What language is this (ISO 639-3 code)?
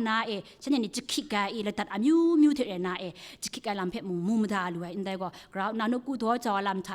kac